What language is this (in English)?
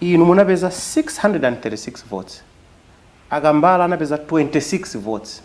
Nyanja